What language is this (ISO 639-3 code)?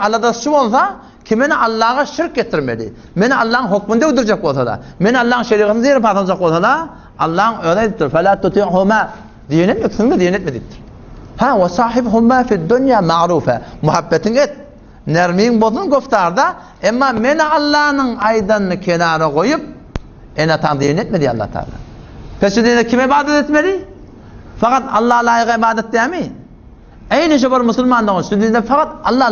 tuk